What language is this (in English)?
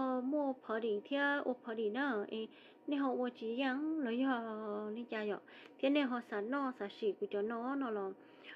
Hmong